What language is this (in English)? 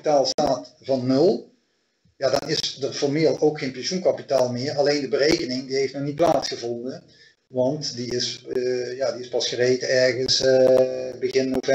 Dutch